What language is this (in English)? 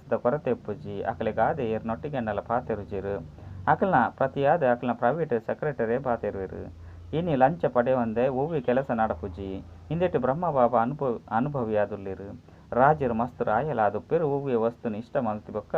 Tulu